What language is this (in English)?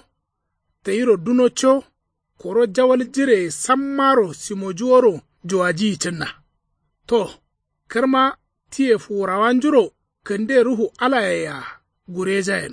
Kanuri